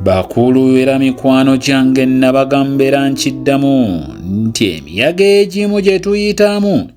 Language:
Ganda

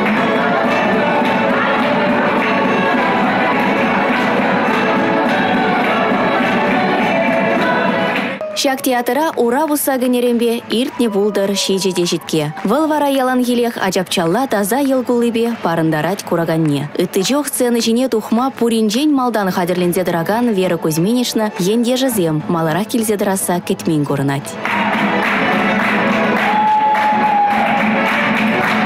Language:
Chuvash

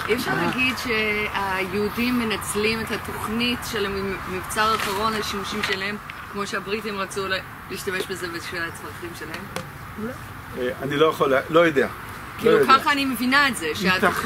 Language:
Hebrew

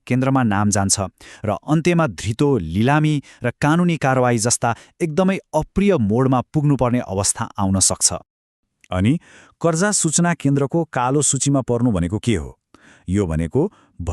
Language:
Nepali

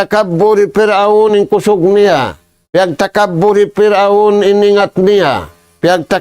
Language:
Tausug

